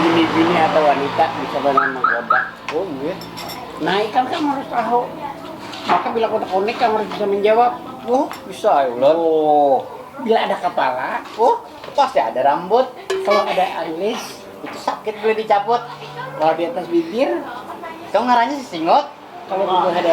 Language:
Banjar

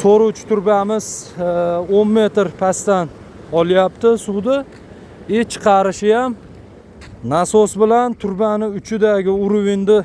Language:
Uzbek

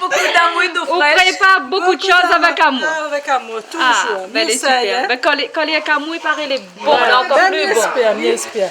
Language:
Réunion Creole French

